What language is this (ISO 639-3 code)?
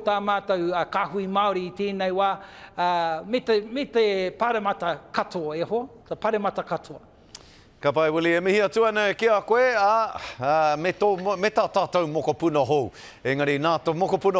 mri